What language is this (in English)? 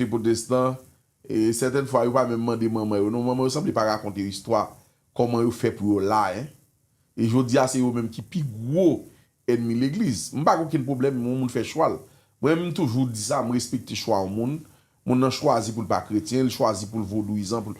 Haitian Creole